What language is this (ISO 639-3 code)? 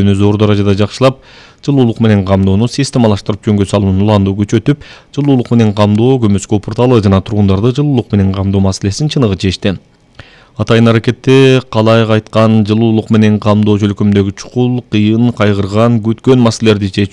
kir